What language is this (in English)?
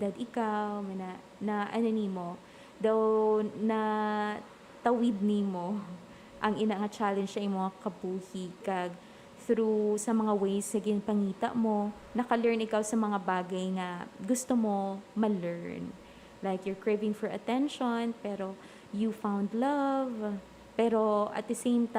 Hiligaynon